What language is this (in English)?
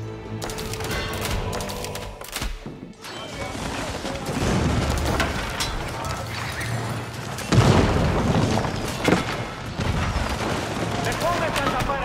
Greek